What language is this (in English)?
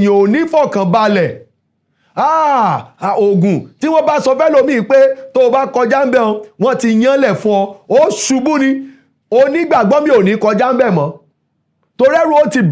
Yoruba